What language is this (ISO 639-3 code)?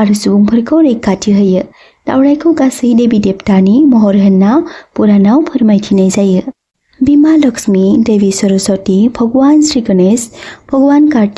brx